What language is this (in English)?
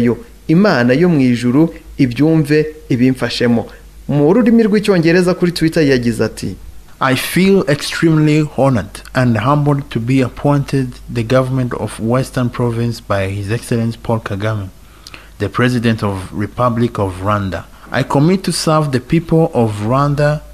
Kinyarwanda